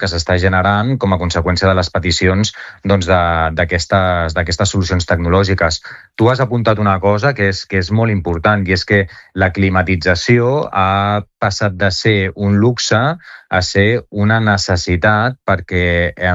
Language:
Catalan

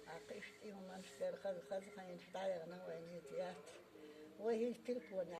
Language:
Chechen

